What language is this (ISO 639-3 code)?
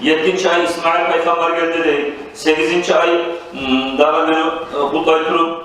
kum